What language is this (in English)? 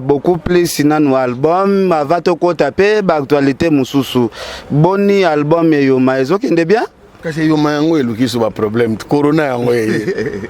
Lingala